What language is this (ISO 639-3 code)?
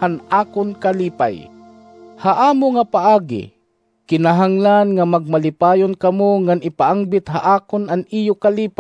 war